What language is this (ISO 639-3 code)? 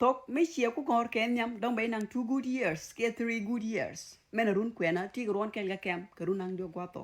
nus